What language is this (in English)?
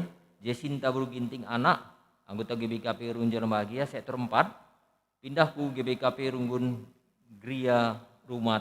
Batak Karo